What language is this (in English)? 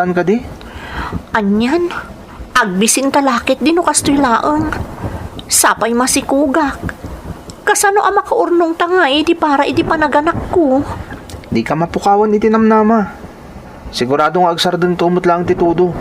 Iloko